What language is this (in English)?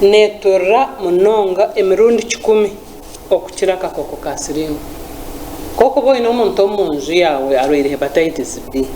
Nyankole